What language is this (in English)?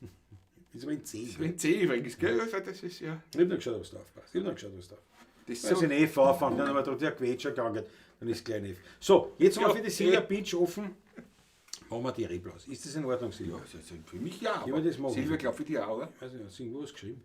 Bavarian